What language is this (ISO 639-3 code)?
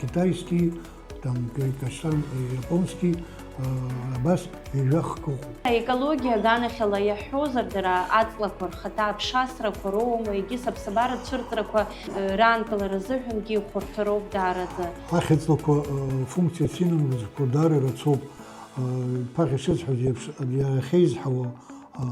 abk